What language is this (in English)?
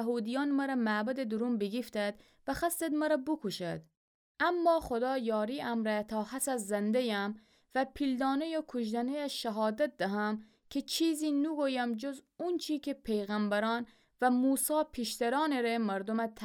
Gilaki